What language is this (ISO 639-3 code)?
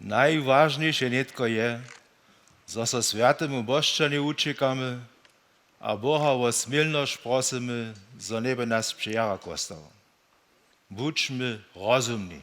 hsb